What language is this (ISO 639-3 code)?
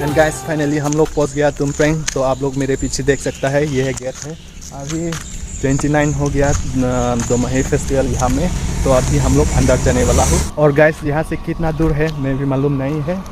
mjw